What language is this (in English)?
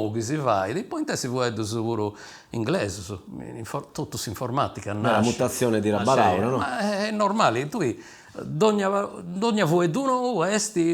Sardinian